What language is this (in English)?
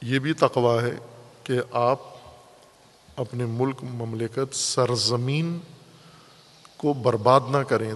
Urdu